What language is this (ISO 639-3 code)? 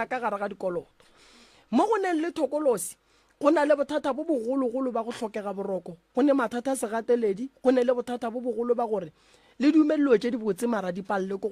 nso